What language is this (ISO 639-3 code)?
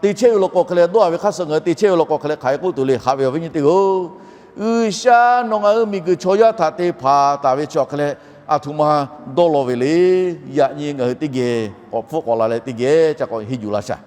lhu